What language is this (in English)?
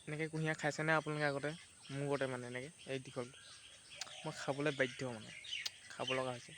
Assamese